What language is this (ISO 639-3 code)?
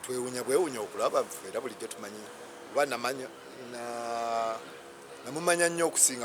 lug